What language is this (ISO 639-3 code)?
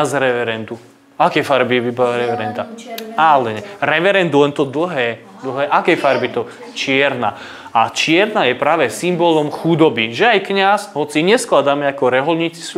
slk